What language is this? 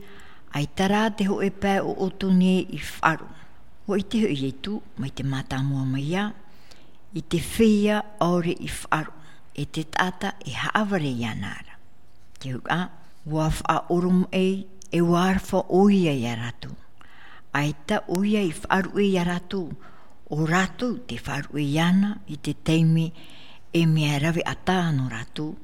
Tahitian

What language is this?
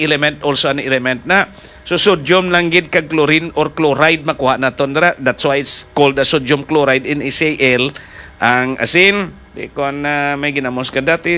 Hiligaynon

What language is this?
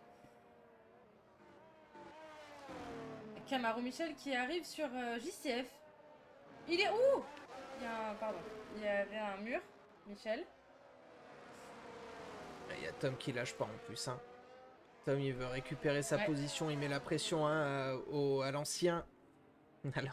French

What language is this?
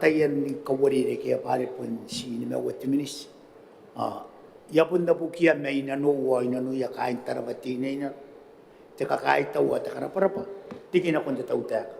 Gilbertese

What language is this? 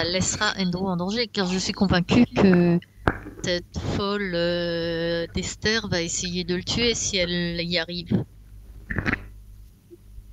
French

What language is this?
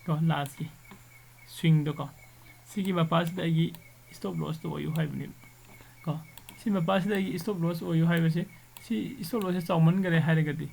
Manipuri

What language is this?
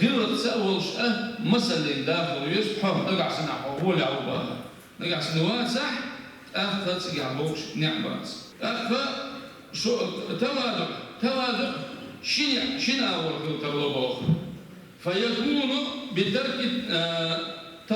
Chechen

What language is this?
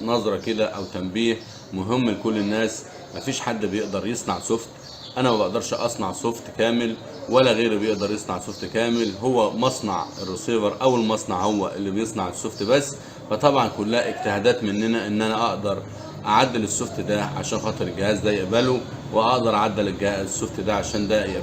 Egyptian Arabic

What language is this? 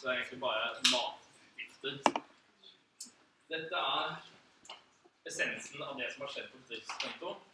Norwegian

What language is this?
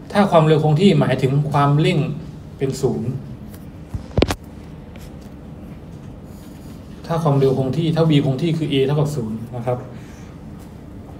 Thai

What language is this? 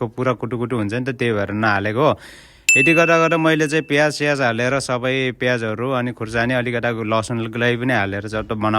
Nepali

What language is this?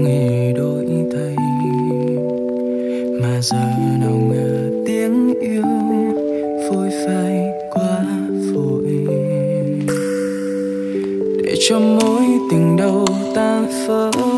Vietnamese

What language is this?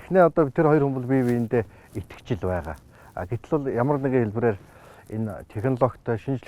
Mongolian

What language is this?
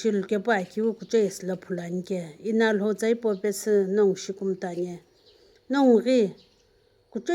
Sumi Naga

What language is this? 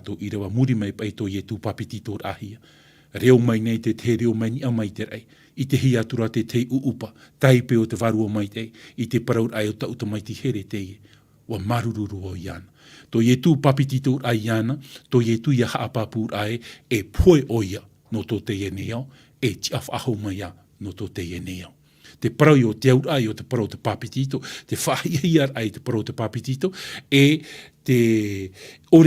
Tahitian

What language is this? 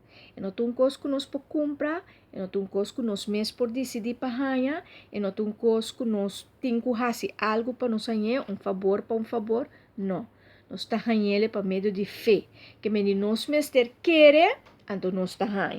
Papiamento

